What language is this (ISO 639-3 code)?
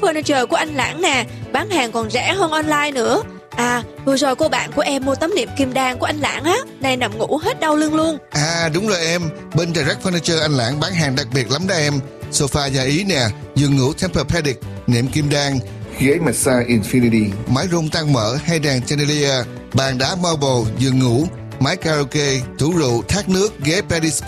vie